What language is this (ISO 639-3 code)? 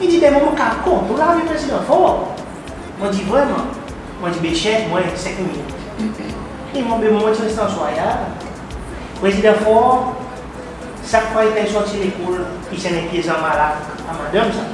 crs